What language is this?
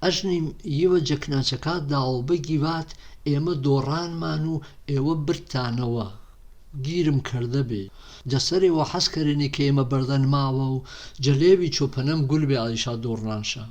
Gurani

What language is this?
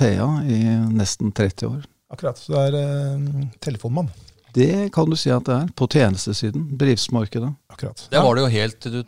Norwegian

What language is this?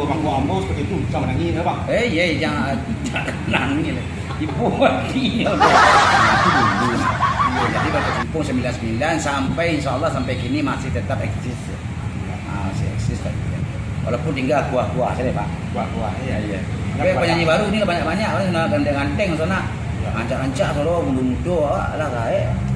Minangkabau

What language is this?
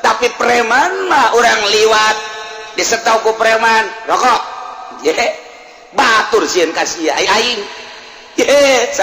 Sundanese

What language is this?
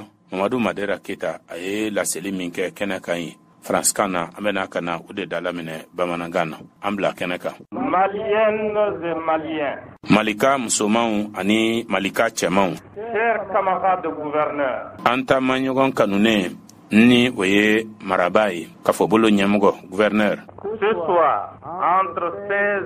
Bambara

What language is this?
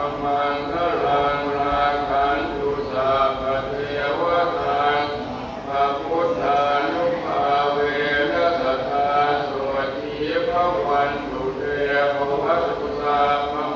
Pali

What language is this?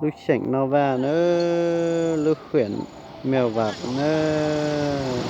Hmong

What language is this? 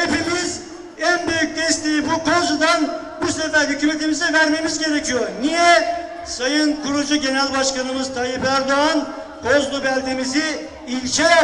Turkish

